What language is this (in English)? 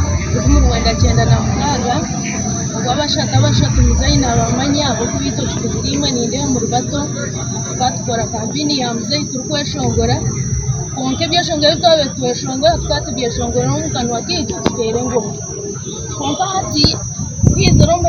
Nyankole